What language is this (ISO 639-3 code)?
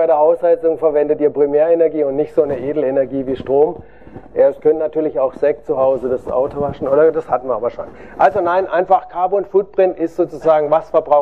deu